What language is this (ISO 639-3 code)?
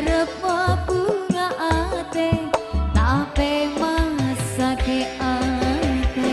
mad